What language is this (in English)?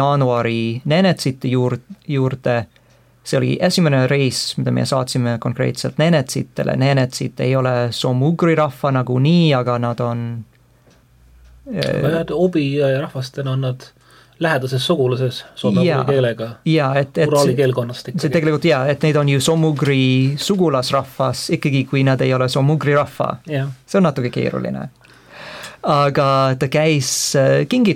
Estonian